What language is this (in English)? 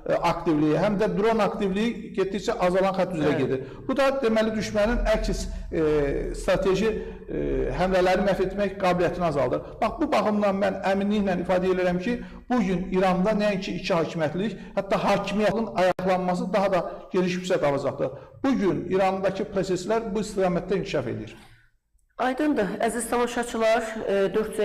Azerbaijani